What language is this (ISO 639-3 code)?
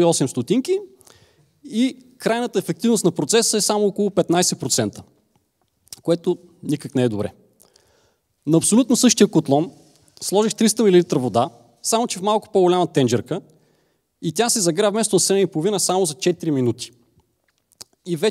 bul